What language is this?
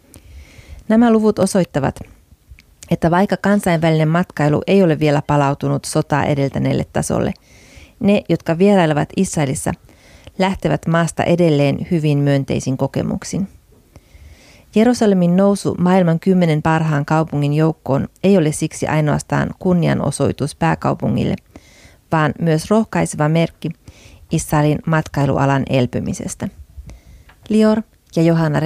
Finnish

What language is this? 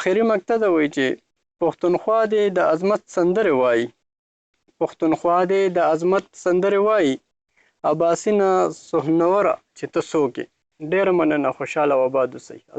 Pashto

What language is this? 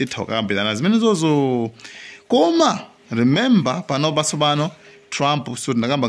Nyanja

